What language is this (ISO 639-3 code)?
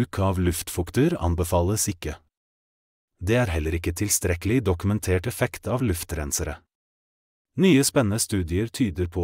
nor